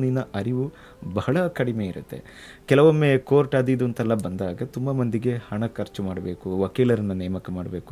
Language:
Kannada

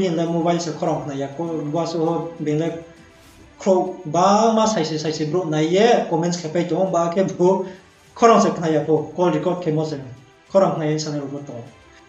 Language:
Riang (India)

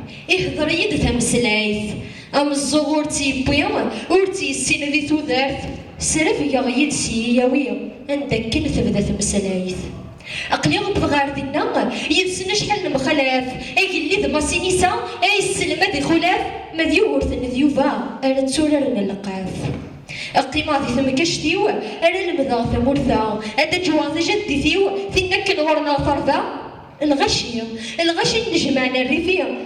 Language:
Kabyle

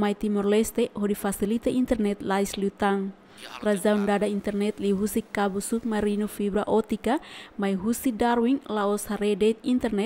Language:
Tetum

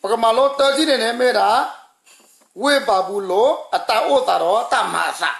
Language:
S'gaw Karen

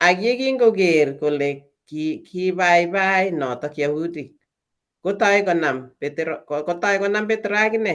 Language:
Kalenjin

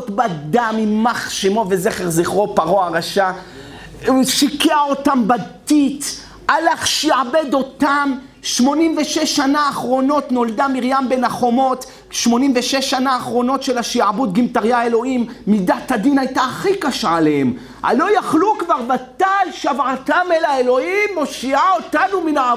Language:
Hebrew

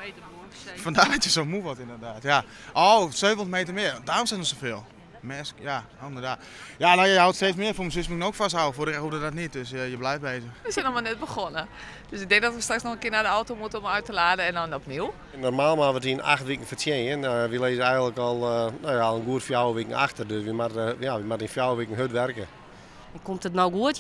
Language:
Western Frisian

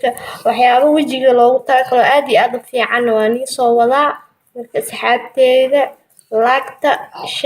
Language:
Somali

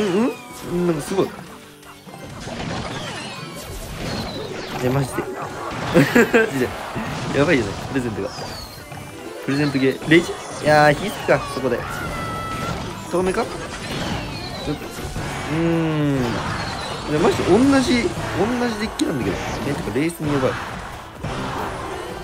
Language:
Japanese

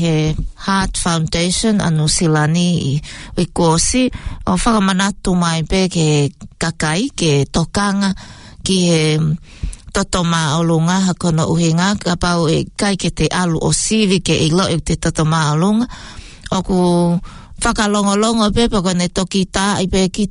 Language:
Tongan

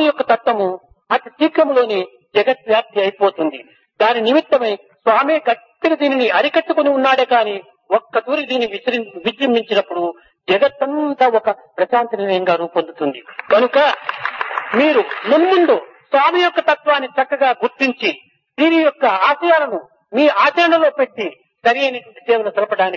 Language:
Telugu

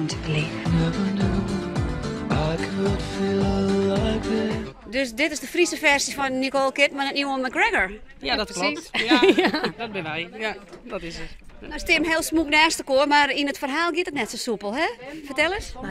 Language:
Western Frisian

